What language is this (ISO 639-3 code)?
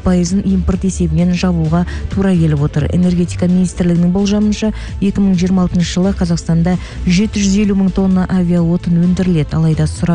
kaz